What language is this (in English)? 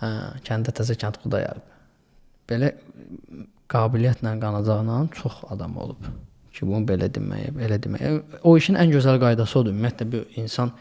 Azerbaijani